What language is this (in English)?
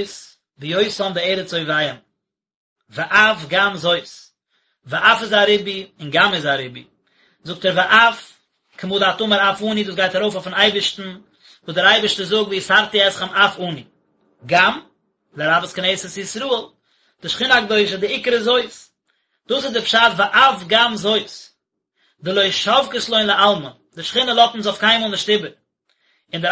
Yiddish